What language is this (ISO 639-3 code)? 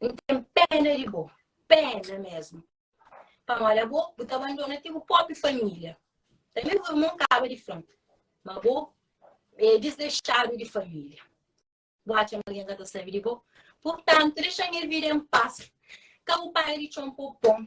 kea